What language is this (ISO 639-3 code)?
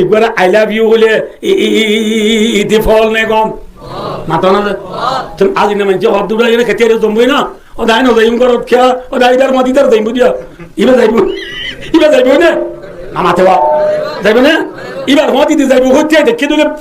rhg